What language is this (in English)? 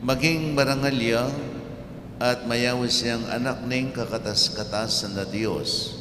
Pampanga